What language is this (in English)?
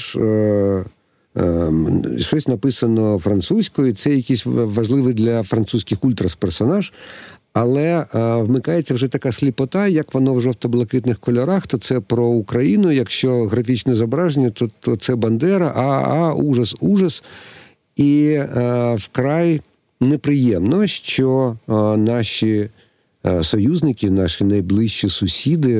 Ukrainian